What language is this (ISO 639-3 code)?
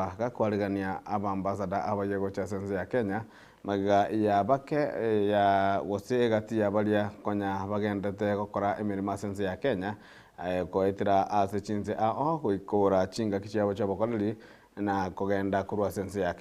guz